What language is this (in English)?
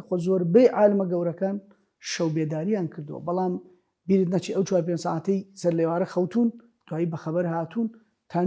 Central Kurdish